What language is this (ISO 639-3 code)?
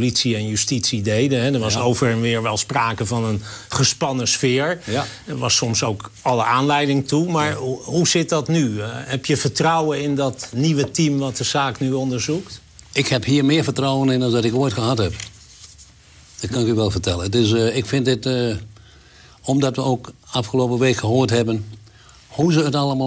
nld